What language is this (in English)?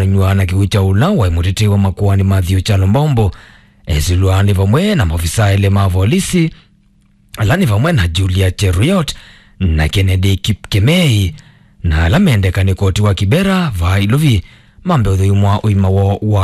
Kamba